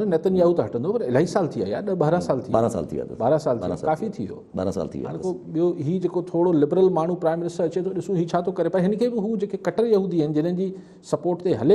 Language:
Sindhi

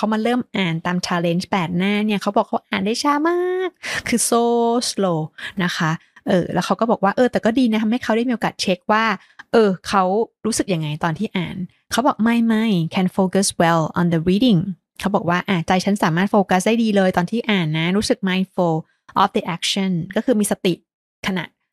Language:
Thai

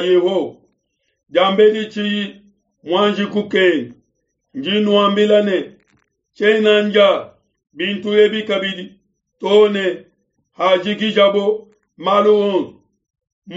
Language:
Luba-Lulua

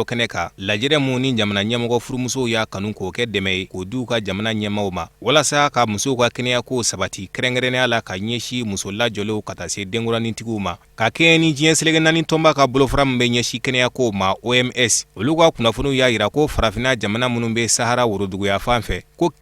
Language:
Bambara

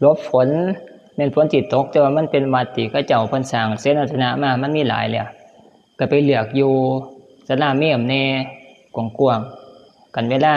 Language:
Northeastern Thai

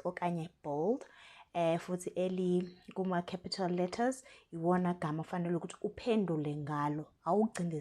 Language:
Zulu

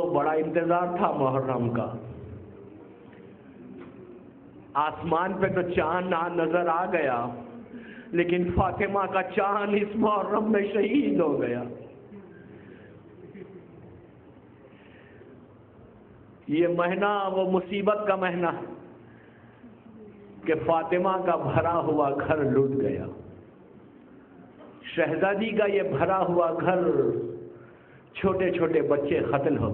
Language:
Urdu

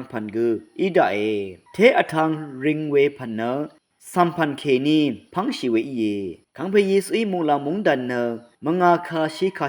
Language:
Rawang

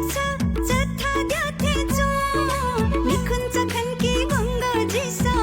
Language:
Newari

